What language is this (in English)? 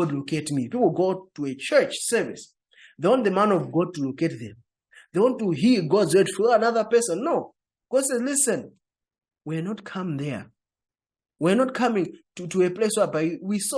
English